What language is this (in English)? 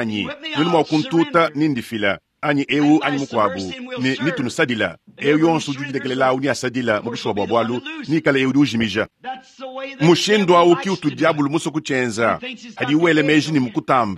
Luba-Lulua